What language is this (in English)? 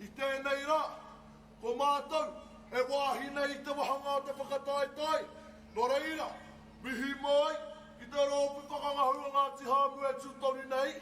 Māori